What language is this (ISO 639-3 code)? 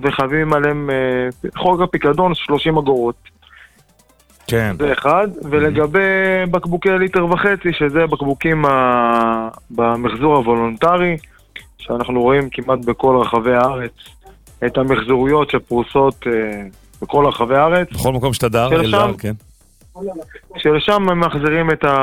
heb